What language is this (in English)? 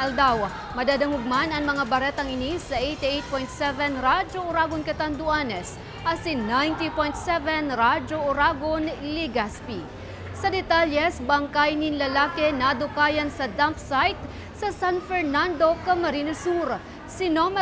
Bikol